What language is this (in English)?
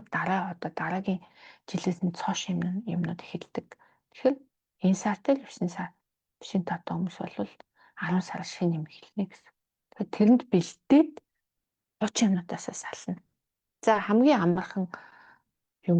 Mongolian